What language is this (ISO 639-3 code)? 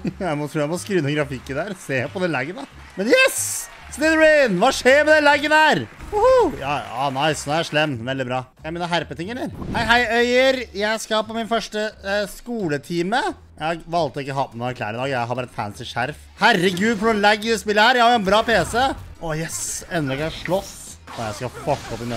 nor